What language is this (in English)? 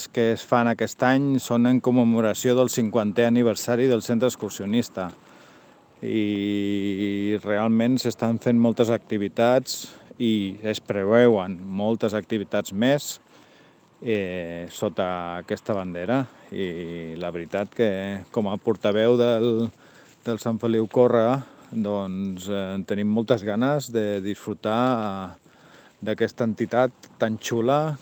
Catalan